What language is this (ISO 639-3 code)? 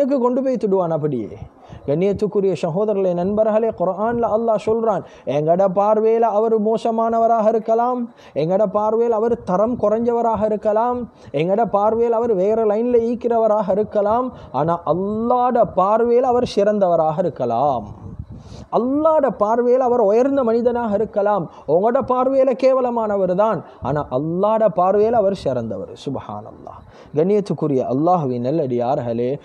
tam